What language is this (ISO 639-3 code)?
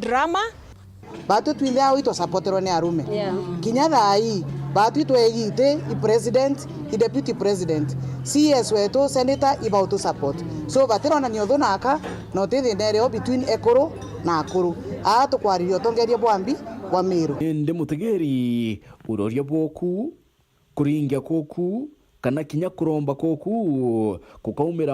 mer